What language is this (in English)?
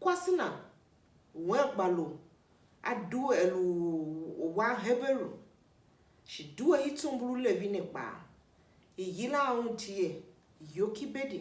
Tiv